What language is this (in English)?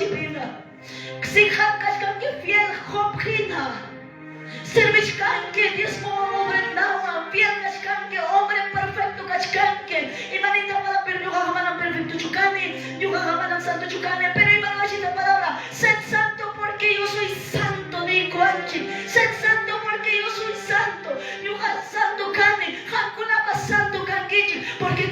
Quechua